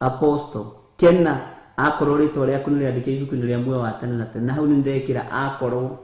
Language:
Kikuyu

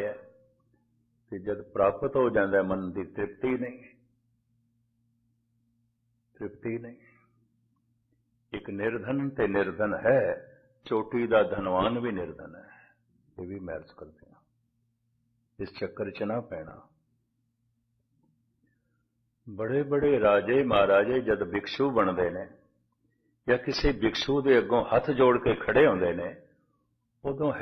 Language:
Punjabi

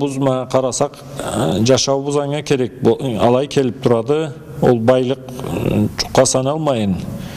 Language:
Karachay-Balkar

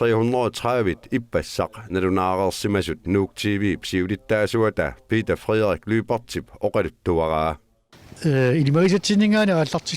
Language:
Kalaallisut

